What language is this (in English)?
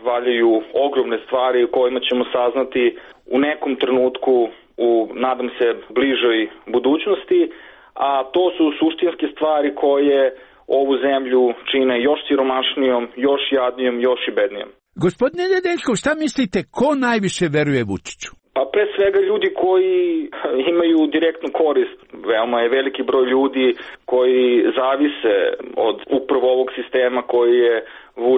Serbian